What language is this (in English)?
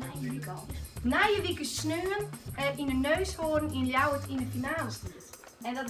Western Frisian